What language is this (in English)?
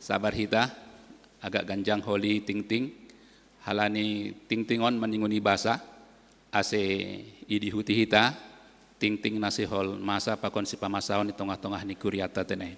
Batak Simalungun